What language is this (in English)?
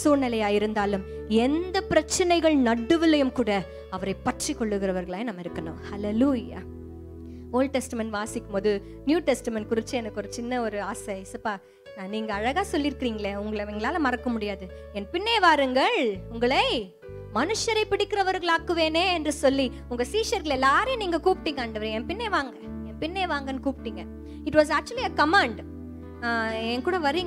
Tamil